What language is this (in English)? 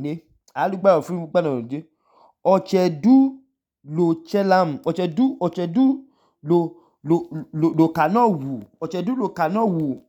Idoma